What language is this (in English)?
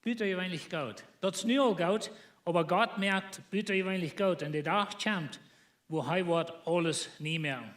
Plautdietsch